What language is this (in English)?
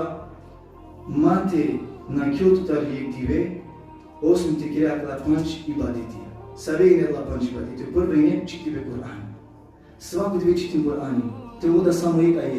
Balkan Romani